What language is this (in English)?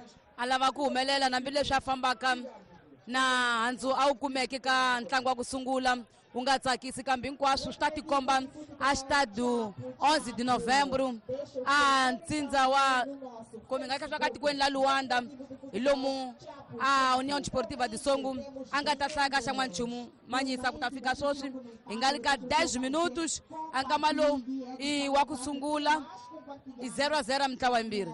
Tsonga